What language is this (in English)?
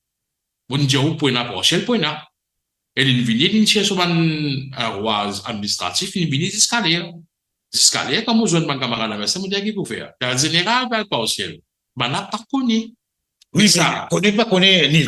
Morisyen